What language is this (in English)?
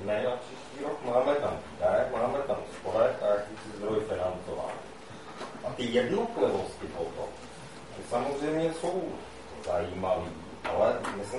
Czech